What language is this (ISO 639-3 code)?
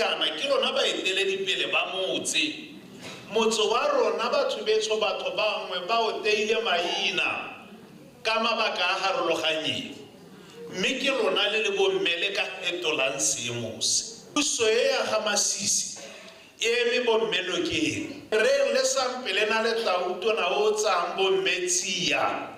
tsn